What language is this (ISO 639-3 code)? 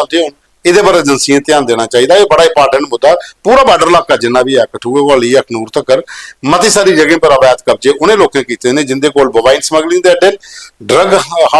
doi